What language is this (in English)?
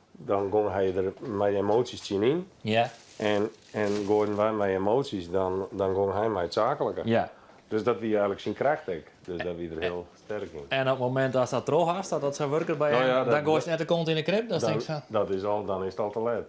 Western Frisian